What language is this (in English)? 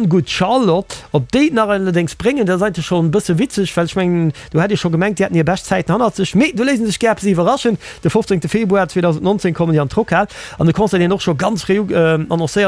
Luxembourgish